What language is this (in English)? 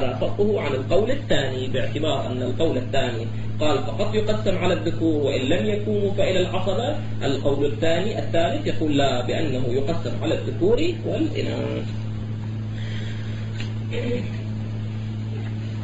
Arabic